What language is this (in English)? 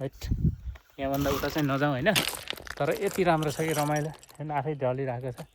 Nepali